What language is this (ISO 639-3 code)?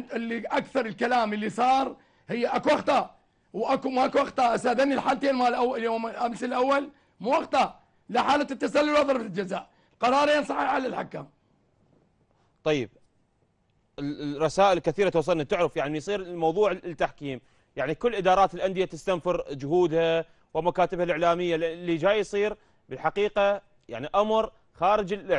acm